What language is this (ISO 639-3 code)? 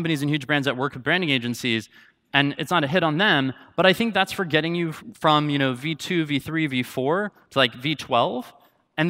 eng